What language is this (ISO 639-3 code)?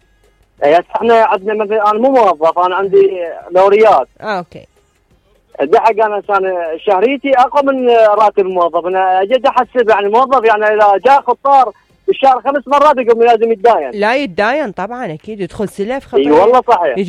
acm